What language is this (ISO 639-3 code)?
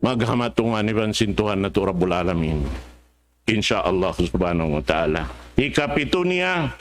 tsg